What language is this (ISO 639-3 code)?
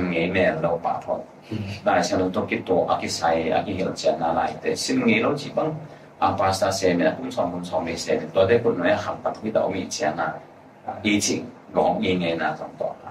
ctd